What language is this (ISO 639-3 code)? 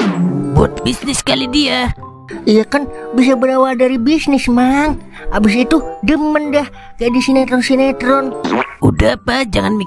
bew